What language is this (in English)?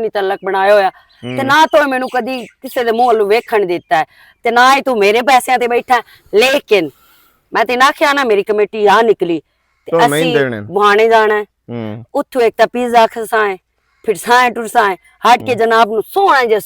Western Panjabi